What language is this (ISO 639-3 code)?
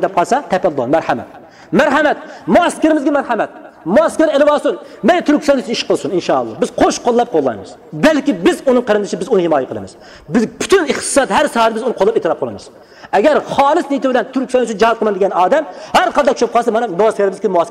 uig